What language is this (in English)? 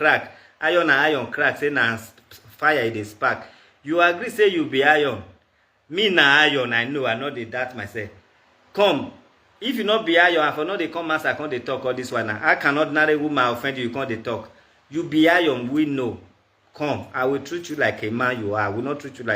Nigerian Pidgin